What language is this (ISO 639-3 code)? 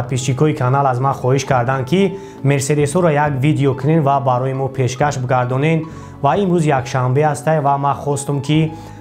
tgk